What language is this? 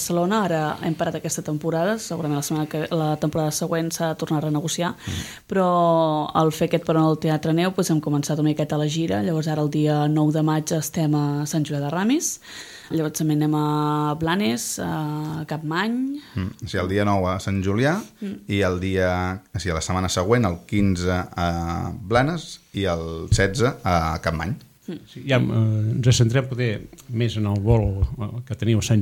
Catalan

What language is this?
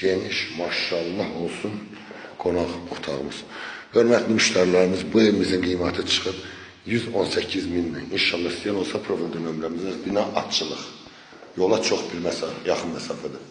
Azerbaijani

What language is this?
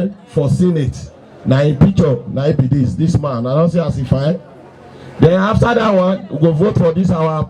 Nigerian Pidgin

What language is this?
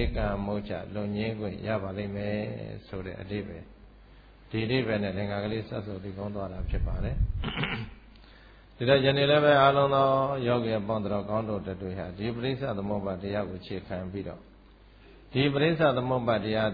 Burmese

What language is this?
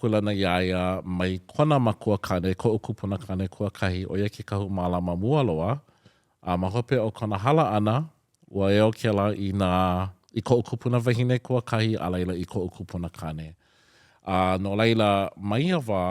Hawaiian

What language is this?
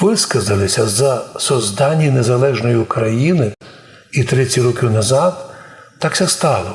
Rusyn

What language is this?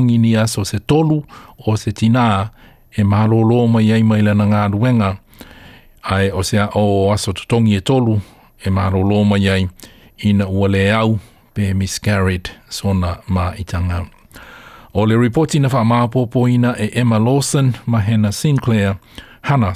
Samoan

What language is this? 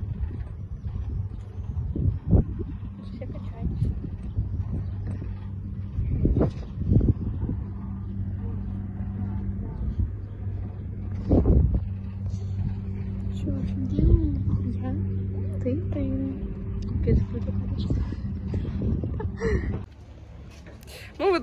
Russian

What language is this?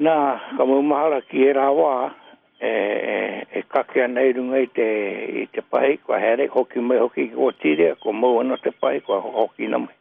Māori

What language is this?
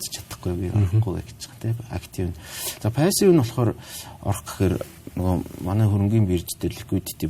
Mongolian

